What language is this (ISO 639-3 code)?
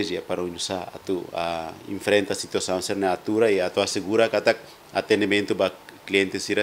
tet